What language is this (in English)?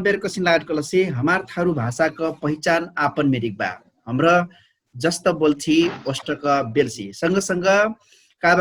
Dangaura Tharu